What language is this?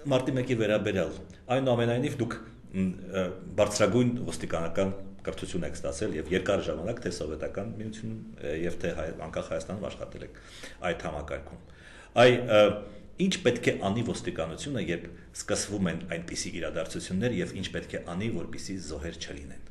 Armenian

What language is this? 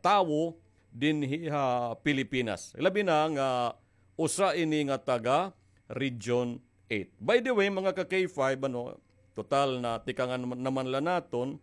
Waray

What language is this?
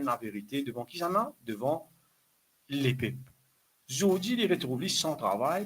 Morisyen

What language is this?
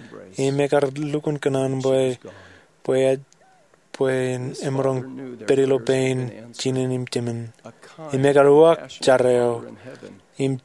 Marshallese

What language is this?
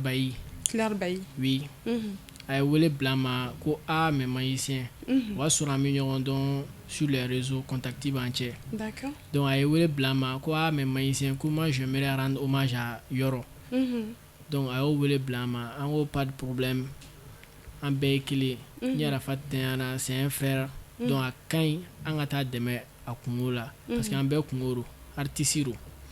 Bambara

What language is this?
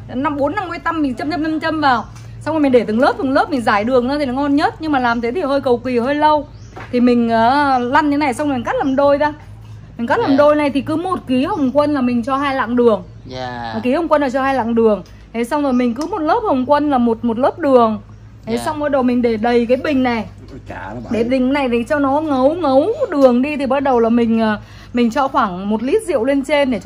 Vietnamese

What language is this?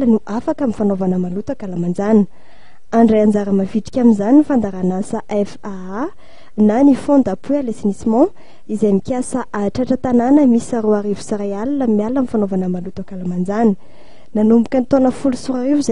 Malagasy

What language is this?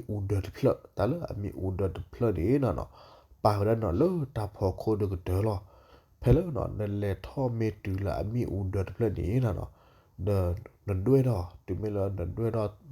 S'gaw Karen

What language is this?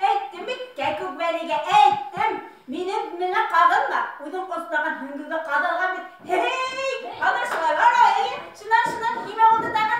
Bashkir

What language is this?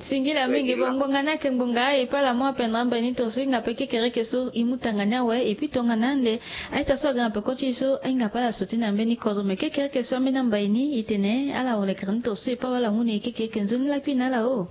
Sango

